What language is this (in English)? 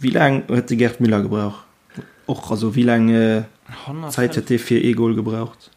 Luxembourgish